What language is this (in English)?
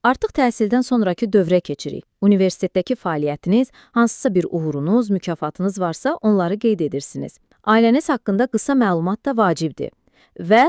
Azerbaijani